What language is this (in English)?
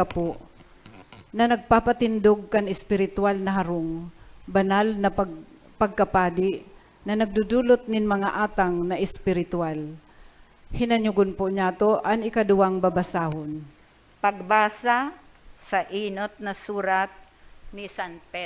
Bikol